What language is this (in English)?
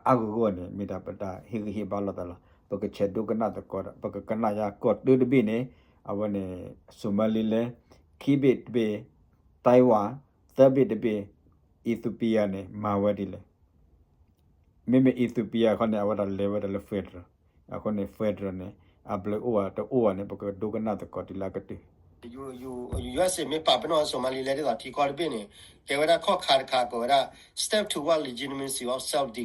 S'gaw Karen